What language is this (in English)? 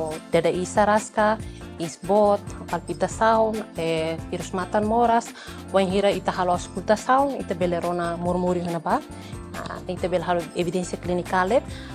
Tetum